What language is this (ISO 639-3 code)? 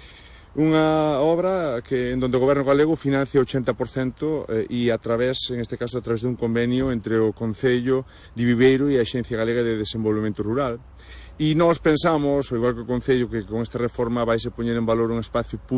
glg